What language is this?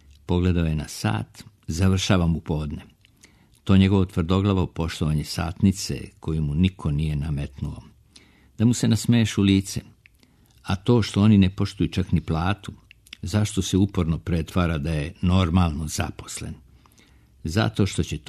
Serbian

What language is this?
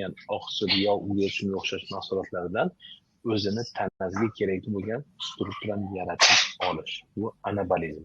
Uzbek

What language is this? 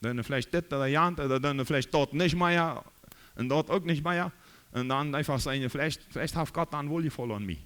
Plautdietsch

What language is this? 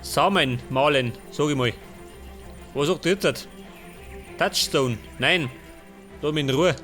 Bavarian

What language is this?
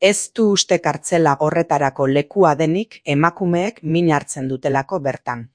Basque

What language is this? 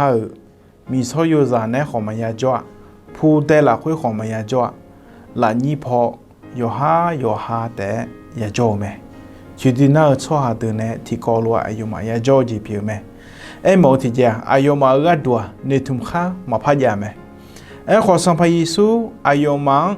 Akha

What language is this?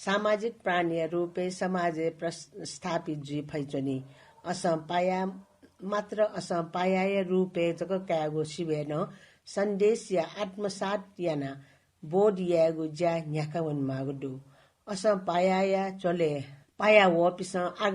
Newari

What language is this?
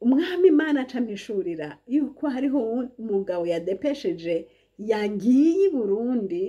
Rundi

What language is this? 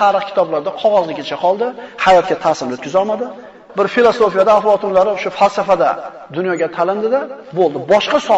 Uzbek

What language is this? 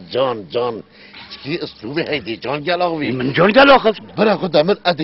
Kurdish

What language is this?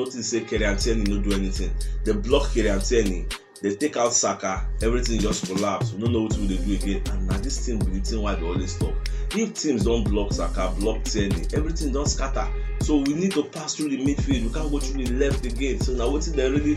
Nigerian Pidgin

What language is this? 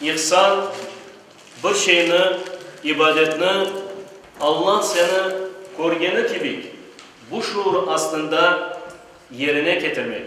Crimean Tatar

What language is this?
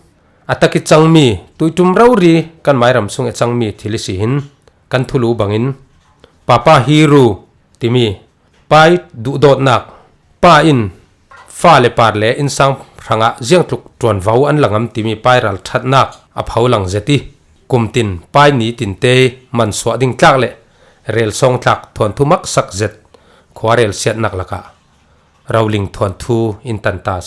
Falam Chin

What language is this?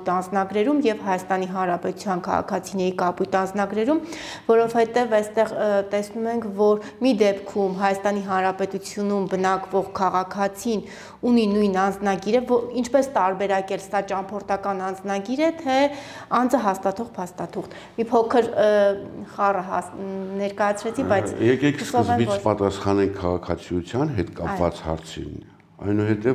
Armenian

